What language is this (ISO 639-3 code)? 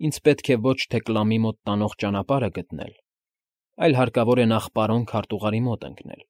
hye